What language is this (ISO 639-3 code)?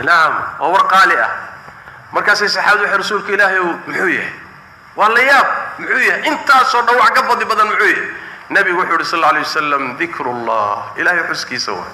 som